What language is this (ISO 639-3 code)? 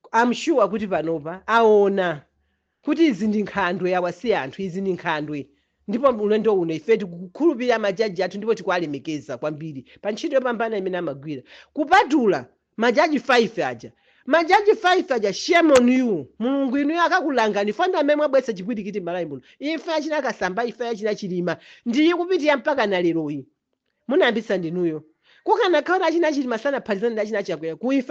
nya